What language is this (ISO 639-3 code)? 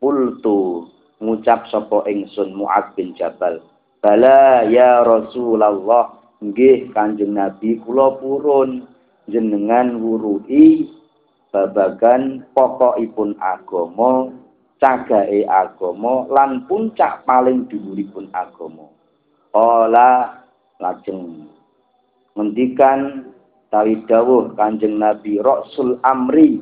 jav